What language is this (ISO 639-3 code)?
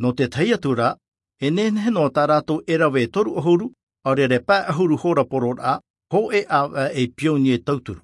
tah